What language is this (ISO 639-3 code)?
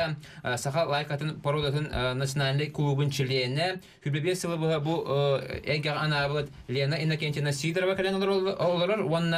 sah